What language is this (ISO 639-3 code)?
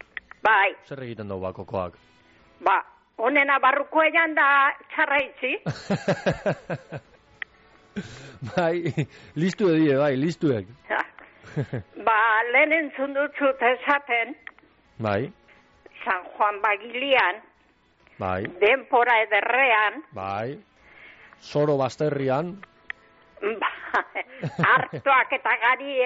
eus